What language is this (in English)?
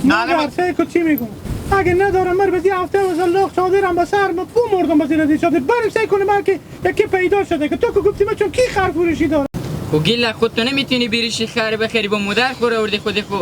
Hazaragi